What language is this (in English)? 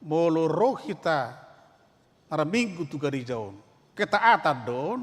Batak Toba